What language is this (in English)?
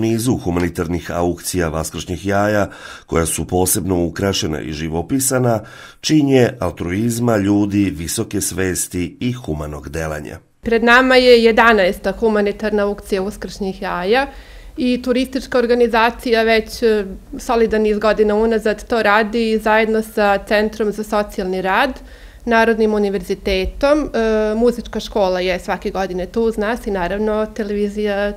Serbian